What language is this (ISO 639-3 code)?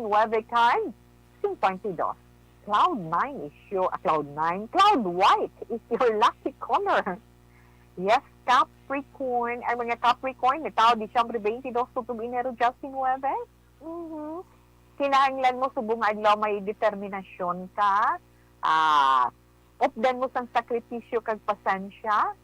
hil